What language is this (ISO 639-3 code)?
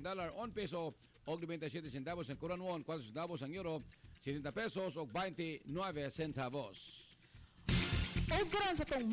ceb